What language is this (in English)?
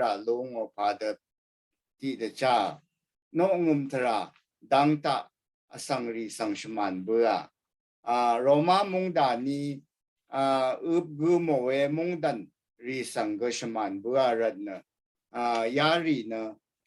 Rawang